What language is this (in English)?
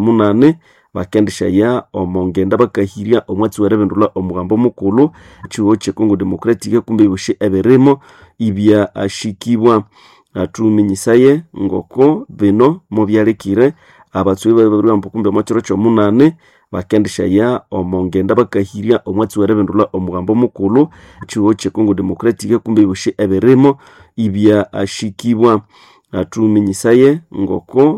Nande